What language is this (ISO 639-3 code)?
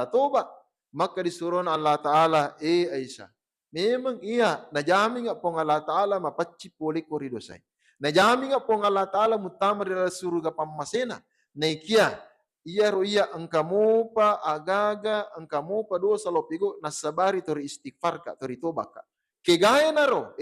bug